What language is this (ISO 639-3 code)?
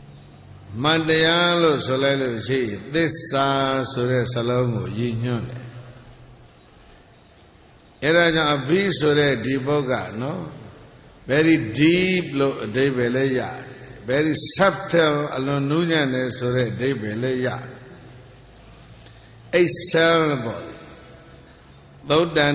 mya